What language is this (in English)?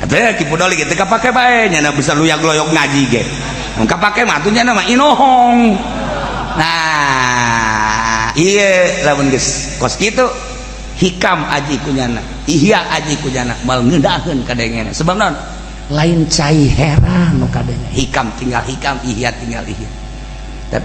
Sundanese